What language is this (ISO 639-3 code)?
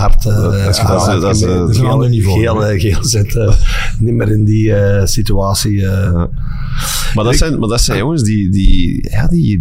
nld